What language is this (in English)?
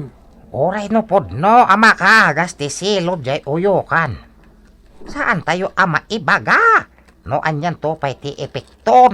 Iloko